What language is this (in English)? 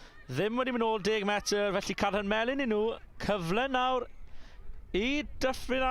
Welsh